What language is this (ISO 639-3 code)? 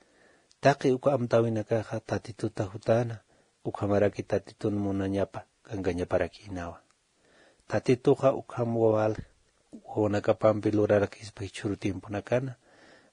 aym